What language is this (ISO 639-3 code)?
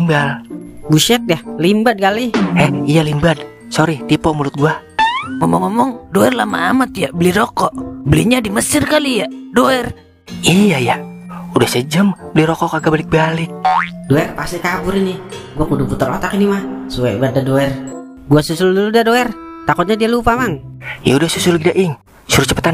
bew